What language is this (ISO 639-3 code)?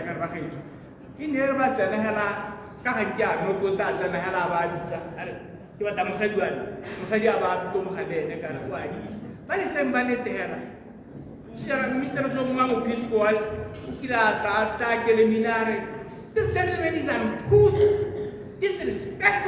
tsn